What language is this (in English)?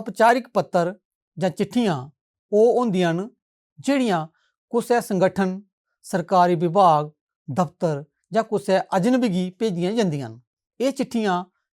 Dogri